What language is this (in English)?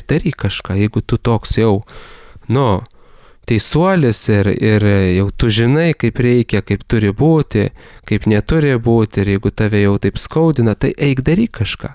Lithuanian